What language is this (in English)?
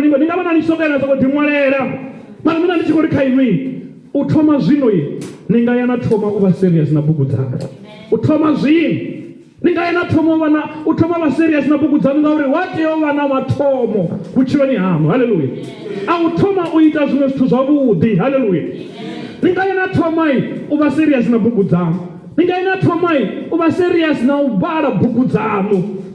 Venda